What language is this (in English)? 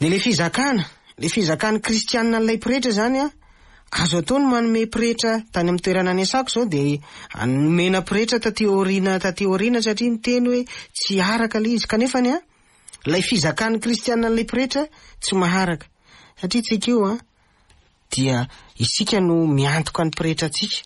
Malagasy